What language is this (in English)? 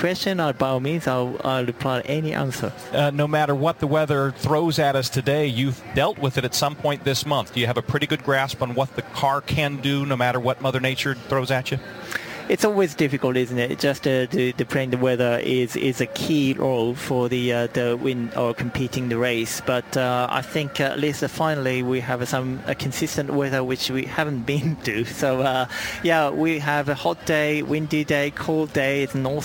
English